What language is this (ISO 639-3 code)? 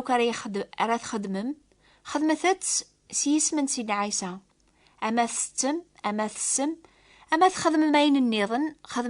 kab